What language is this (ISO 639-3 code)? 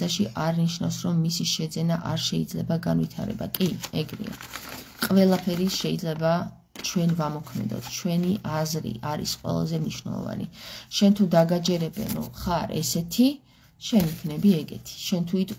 kat